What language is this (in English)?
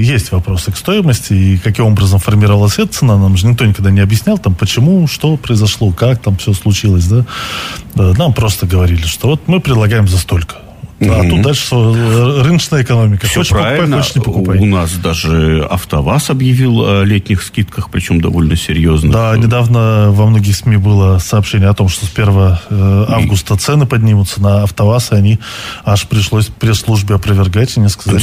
Russian